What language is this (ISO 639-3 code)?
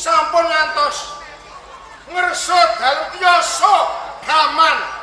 jav